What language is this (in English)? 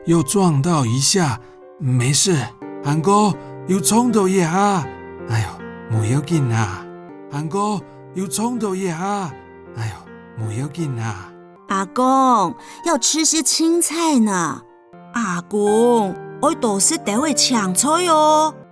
Hakka Chinese